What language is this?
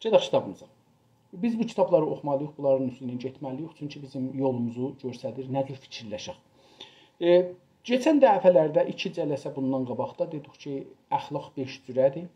South Azerbaijani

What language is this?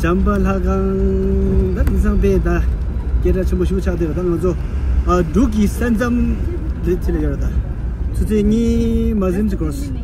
Tibetan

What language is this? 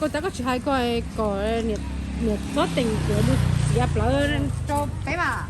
Hmong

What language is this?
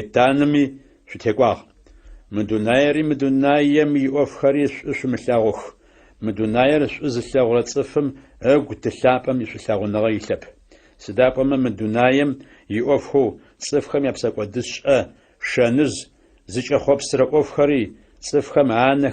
Adyghe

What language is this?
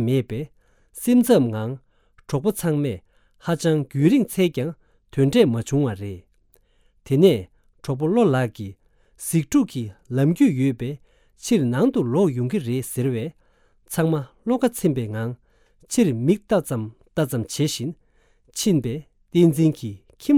Tibetan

